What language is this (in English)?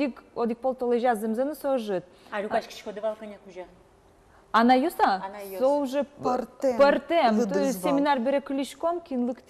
Udmurt